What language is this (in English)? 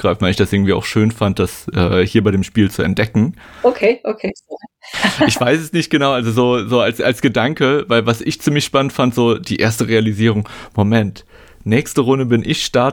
German